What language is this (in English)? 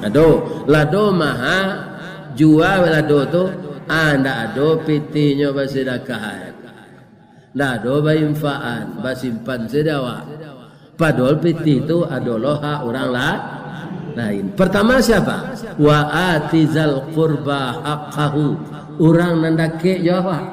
Minangkabau